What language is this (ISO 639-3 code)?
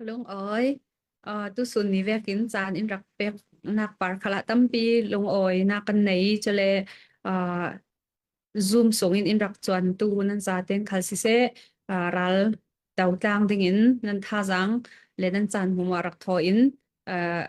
cfm